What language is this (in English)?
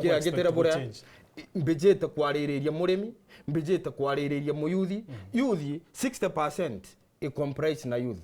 Meru